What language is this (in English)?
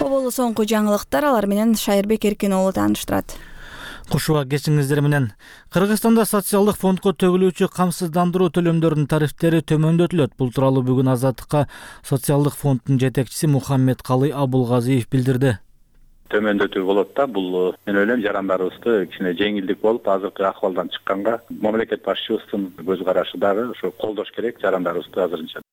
Kyrgyz